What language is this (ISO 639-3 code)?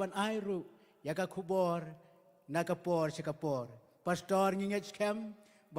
kha